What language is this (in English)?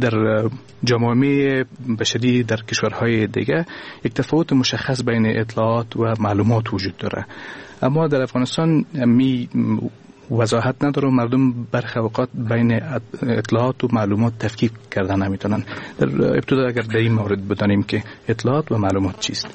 Persian